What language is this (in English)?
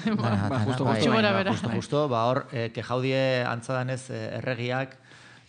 Basque